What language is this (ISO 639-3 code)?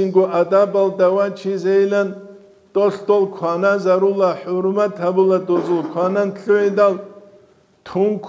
ava